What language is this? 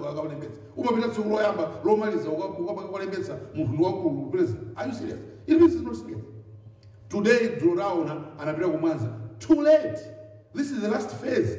Nyanja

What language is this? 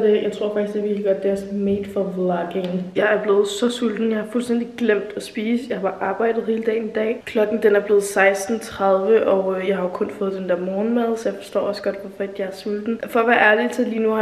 Danish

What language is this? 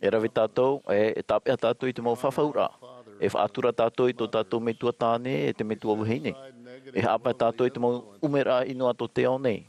Tahitian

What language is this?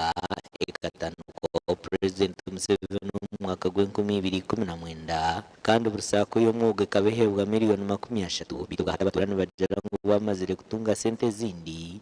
Nyankole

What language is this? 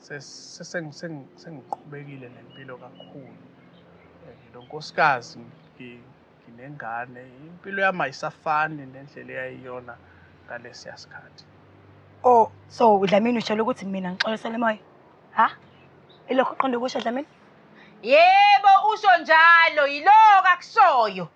Zulu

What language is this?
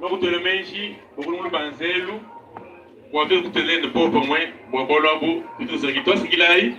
Luba-Lulua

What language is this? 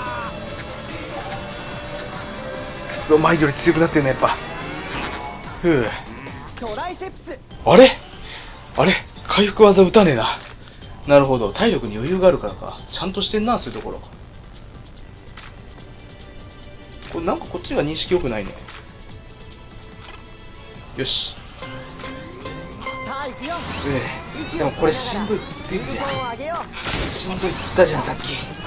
Japanese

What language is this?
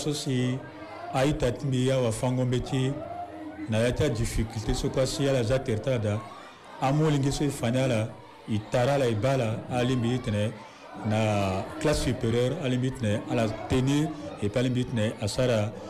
Sango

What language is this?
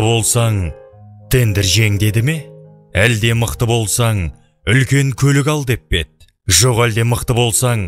Kazakh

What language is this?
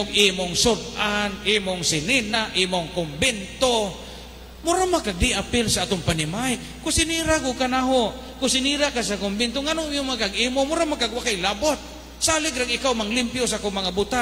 Cebuano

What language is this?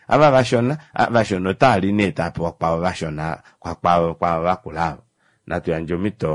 Kuanyama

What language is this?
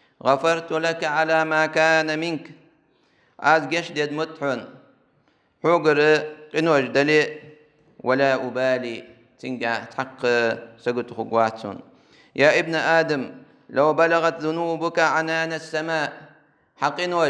Ingush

